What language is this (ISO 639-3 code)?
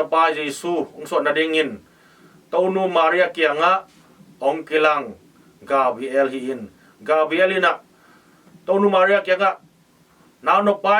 ctd